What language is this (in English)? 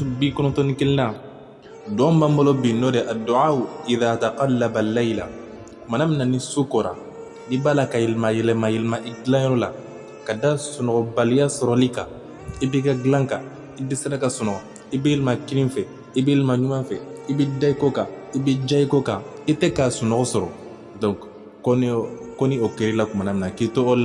Bambara